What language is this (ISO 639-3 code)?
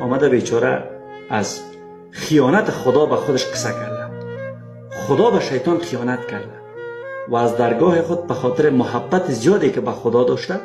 fas